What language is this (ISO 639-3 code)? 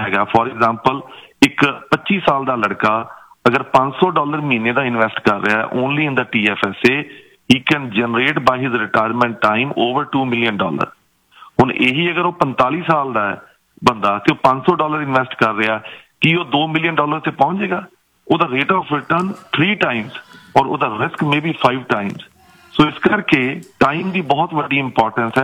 pan